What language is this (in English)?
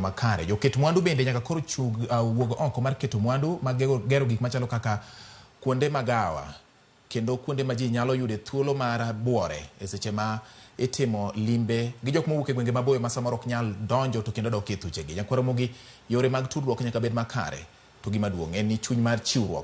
Luo (Kenya and Tanzania)